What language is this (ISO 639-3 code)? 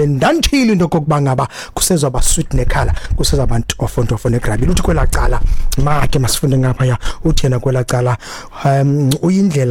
xho